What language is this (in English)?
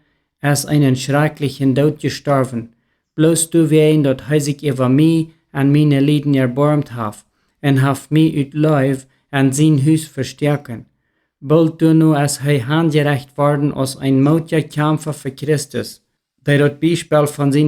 Plautdietsch